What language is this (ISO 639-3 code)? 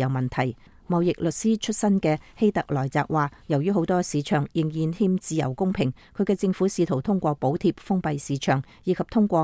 yue